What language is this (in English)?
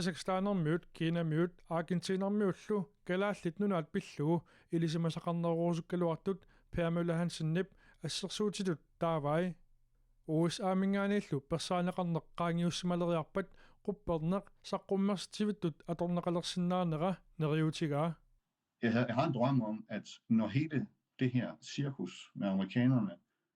Kalaallisut